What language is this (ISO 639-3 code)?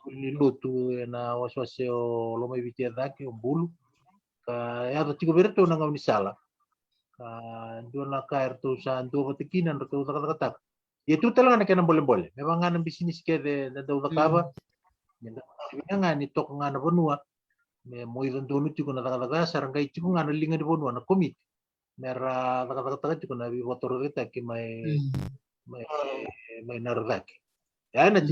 fij